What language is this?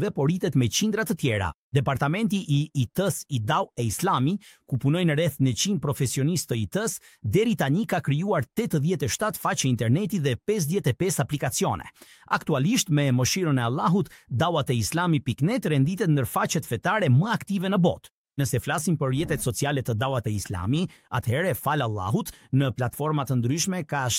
Albanian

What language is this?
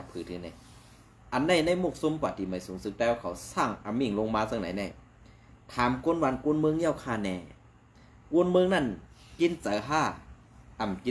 Shan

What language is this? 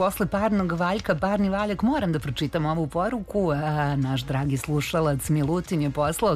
Serbian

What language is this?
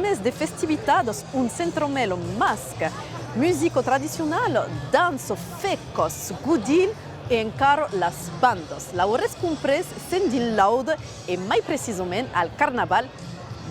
Occitan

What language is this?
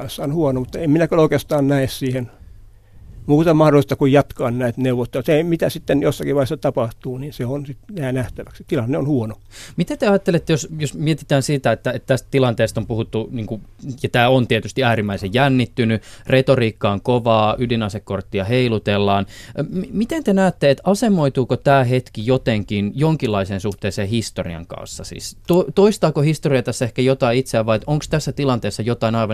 Finnish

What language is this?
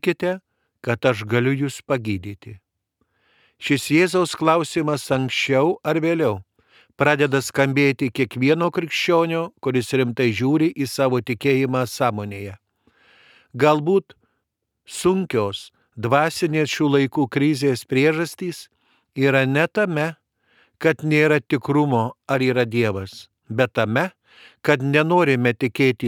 Lithuanian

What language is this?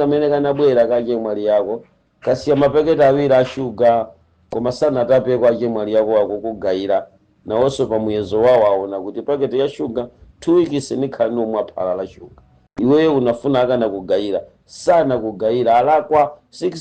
Nyanja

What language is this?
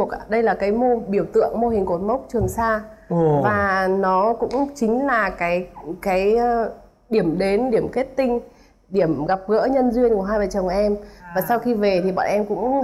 Vietnamese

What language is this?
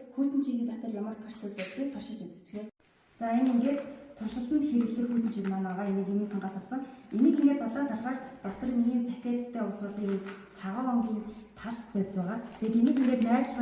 Mongolian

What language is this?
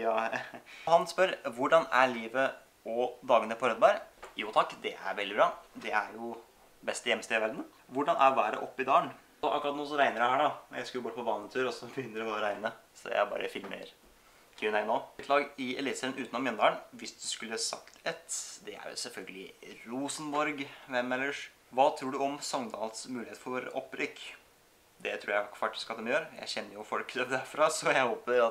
Norwegian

